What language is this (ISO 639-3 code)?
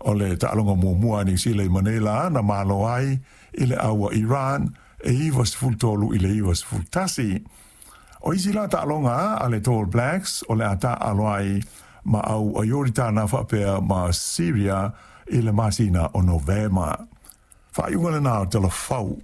smo